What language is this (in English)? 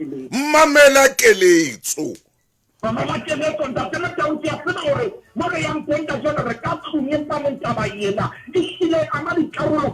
Southern Sotho